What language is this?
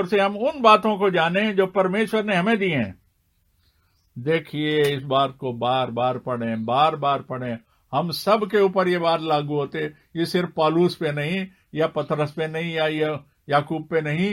Hindi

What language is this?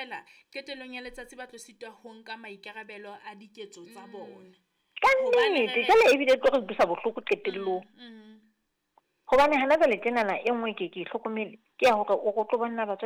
Southern Sotho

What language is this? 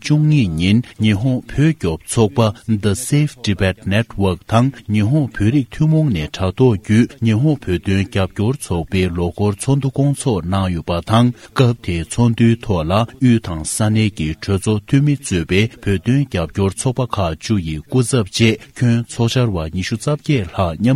Tibetan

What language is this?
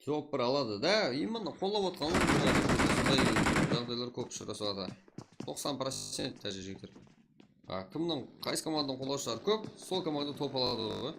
Kara-Kalpak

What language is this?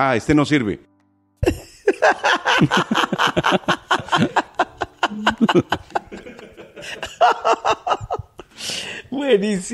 Spanish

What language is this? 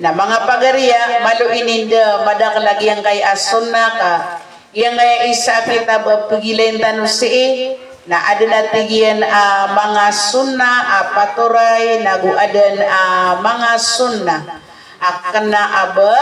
Maranao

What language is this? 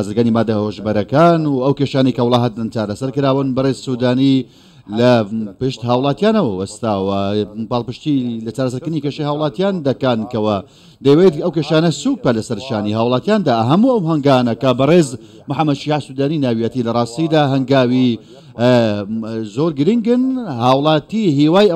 Central Kurdish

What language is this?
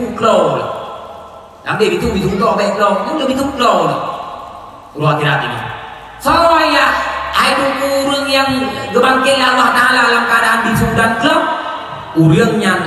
Achinese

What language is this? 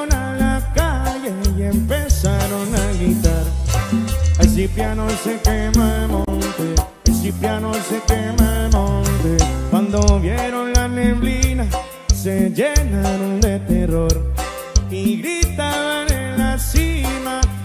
Spanish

